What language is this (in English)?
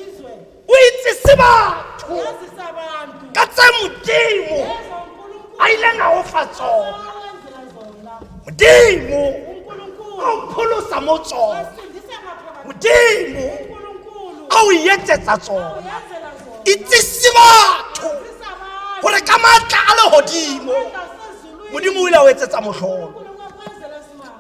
Tswana